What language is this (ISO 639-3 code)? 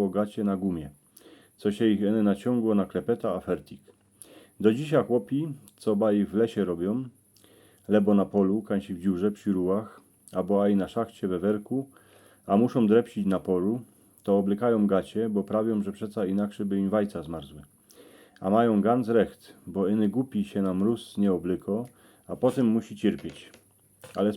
szl